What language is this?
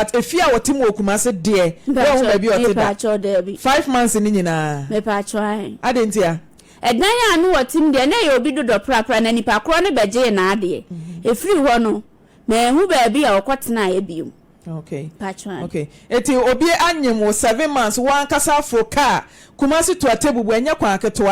Akan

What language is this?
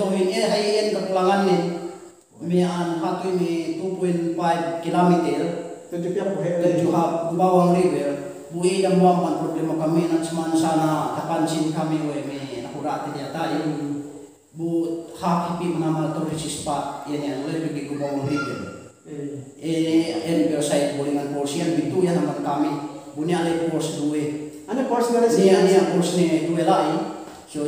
Yakan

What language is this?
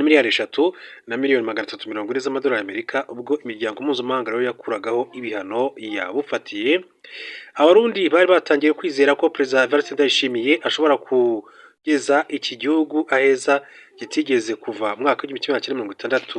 Kinyarwanda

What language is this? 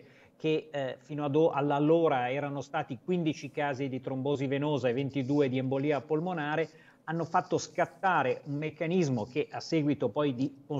Italian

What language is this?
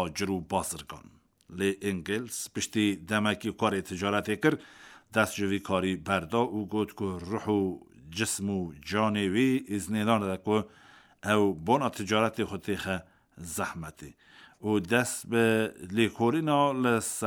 Kurdish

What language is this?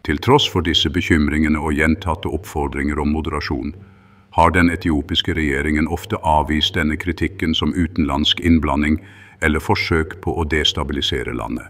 Norwegian Bokmål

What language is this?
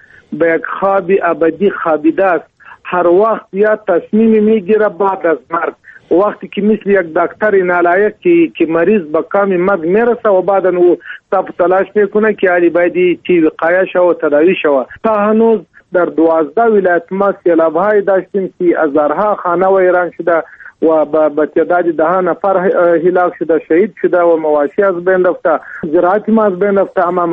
Persian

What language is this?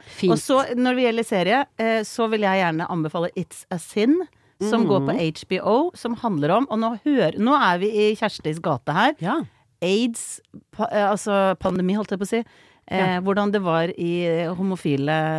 Norwegian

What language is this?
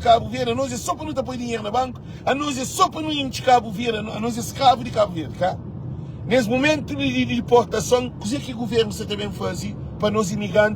Kabuverdianu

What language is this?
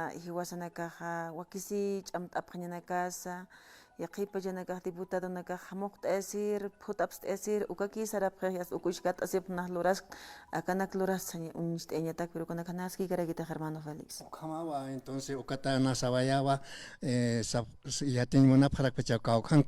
Aymara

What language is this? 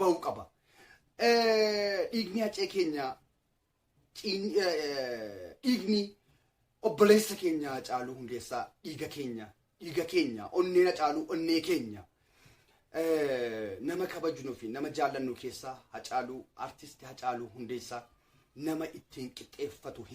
Oromo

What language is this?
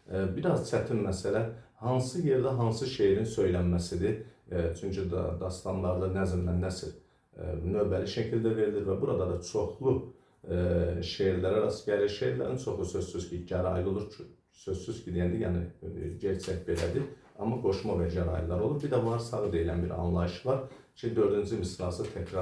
Azerbaijani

